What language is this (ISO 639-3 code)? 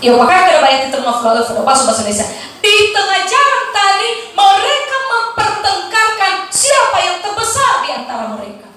nia